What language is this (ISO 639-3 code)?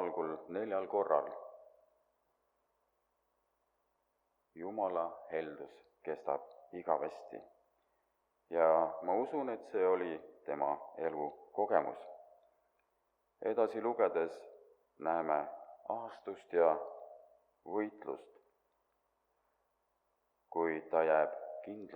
est